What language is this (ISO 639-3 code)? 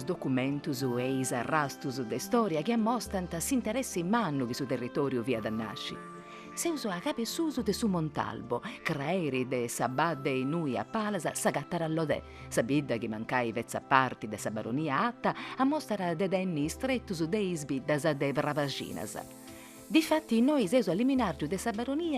srd